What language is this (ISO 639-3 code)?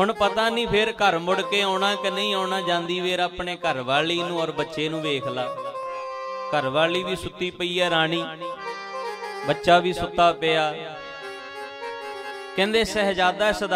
pan